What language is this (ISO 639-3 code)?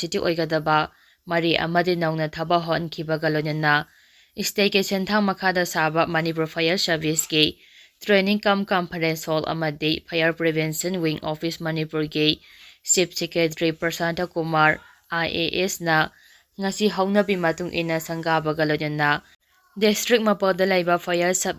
mni